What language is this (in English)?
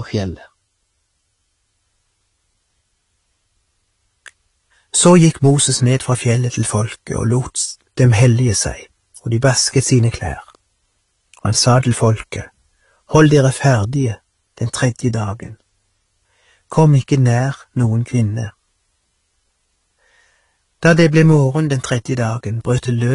Norwegian